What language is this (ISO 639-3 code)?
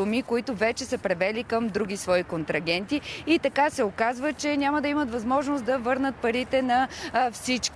bul